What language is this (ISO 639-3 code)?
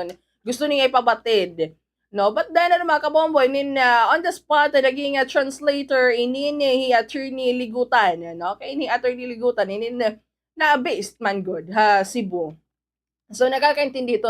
war